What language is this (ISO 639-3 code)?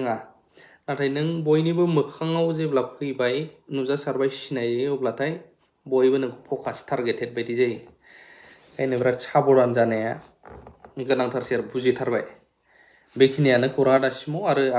brx